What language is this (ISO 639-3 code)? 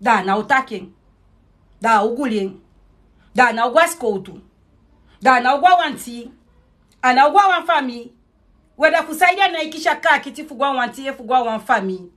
srn